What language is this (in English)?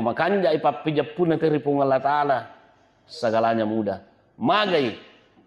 Buginese